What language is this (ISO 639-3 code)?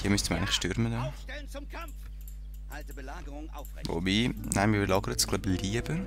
gsw